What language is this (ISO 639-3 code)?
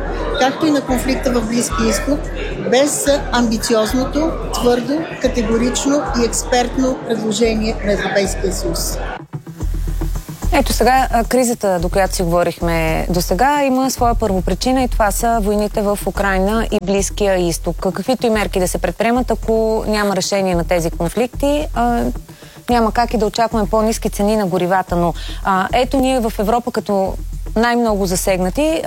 bul